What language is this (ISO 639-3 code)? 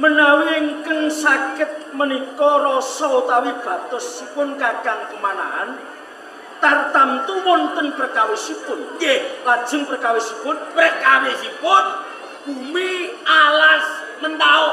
jav